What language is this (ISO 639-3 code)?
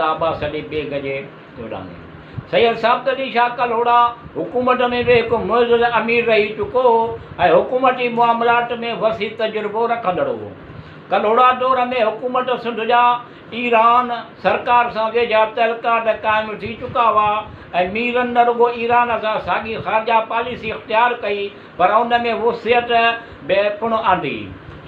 snd